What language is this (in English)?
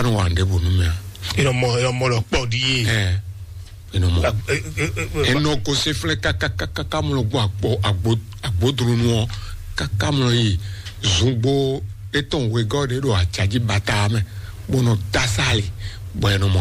Fon